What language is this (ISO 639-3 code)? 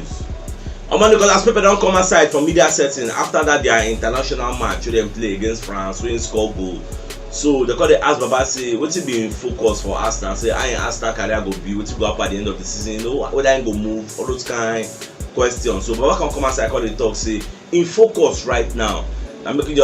pcm